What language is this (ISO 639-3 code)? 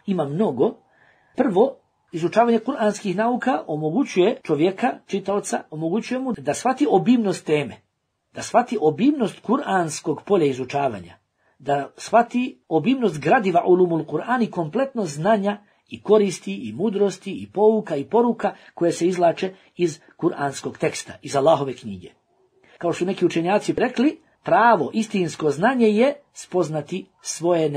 bos